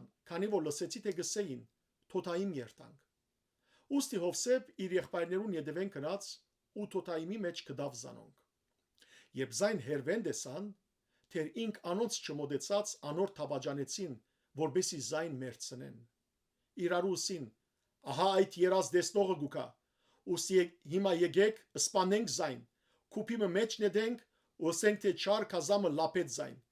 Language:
Western Armenian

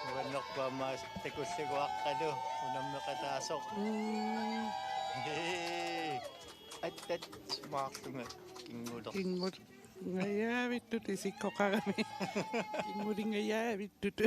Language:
Kalaallisut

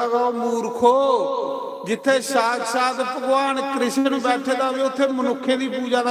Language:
Dogri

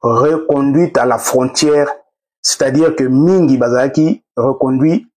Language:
Lingala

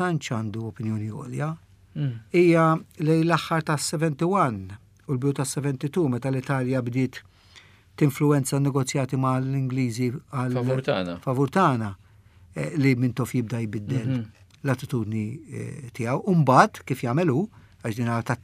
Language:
Maltese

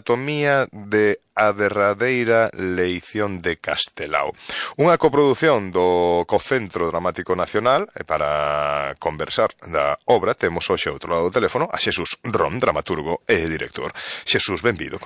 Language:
Galician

